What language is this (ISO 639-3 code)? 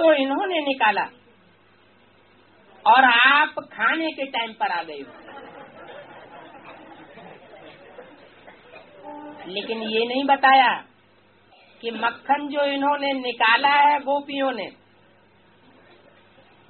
hin